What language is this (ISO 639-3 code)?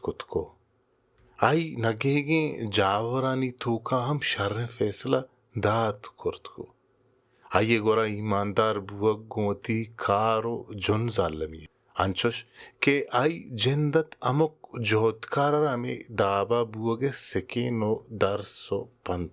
bal